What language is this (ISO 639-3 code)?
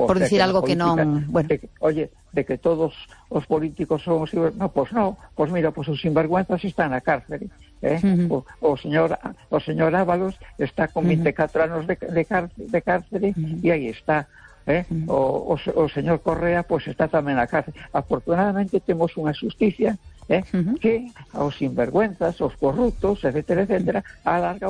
glg